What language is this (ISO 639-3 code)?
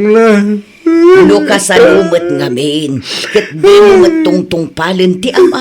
ilo